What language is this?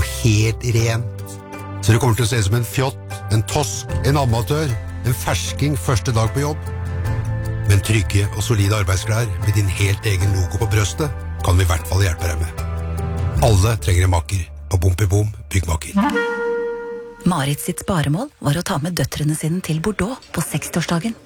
Norwegian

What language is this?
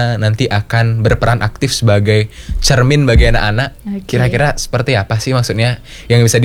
Indonesian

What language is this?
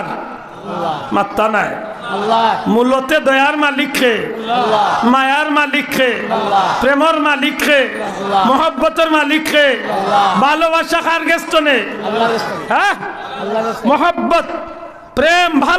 Sylheti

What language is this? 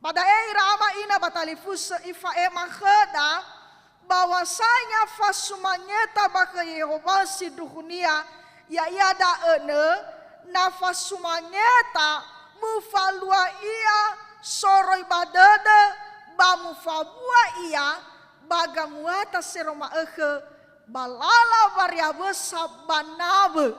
Nias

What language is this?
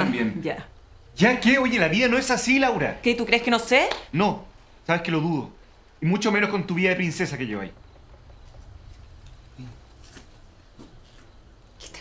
Spanish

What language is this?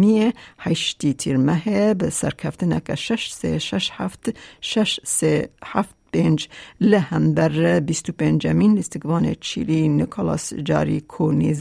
Kurdish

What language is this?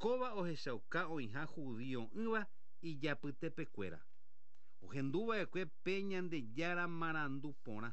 Guarani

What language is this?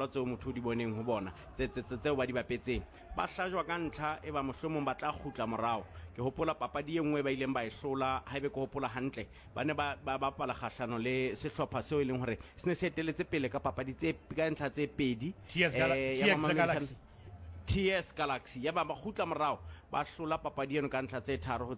Southern Sotho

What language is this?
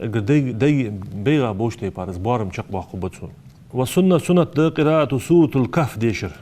Ingush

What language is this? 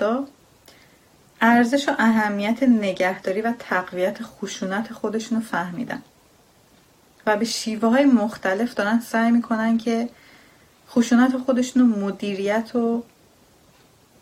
Persian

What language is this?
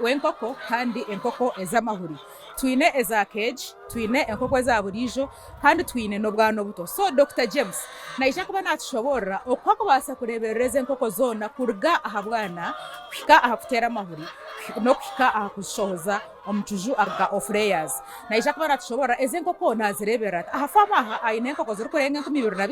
Nyankole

